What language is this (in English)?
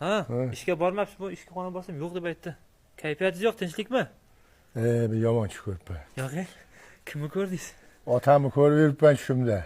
Uzbek